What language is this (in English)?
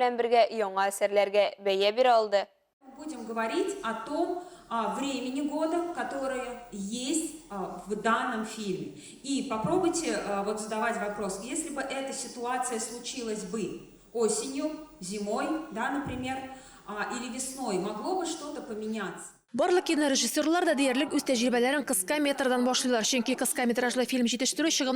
Tatar